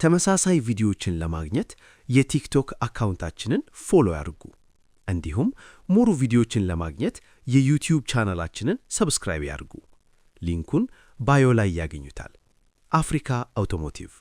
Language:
Amharic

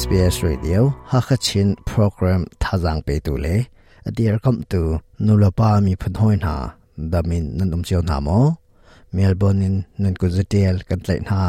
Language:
Hakha Chin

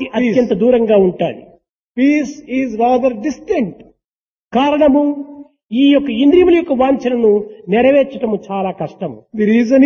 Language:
Telugu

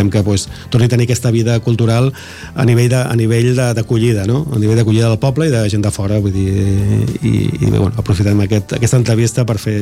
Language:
Catalan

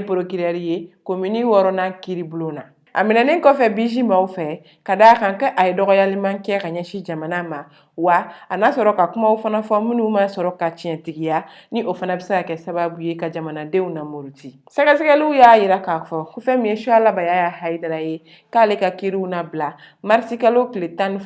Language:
Bambara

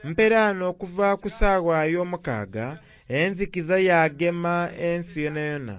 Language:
Soga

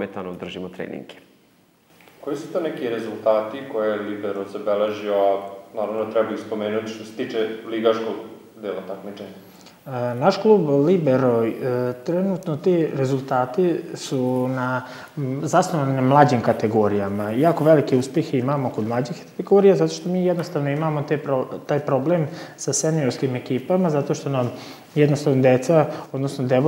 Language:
Serbian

